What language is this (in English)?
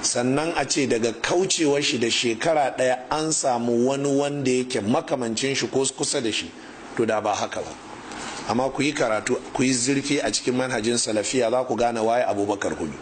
Hausa